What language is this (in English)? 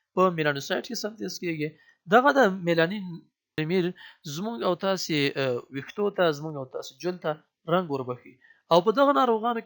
Pashto